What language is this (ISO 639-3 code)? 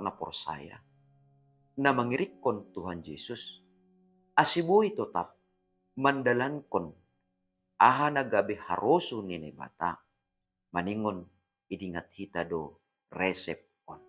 bts